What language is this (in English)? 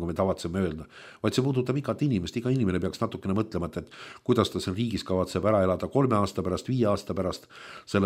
Estonian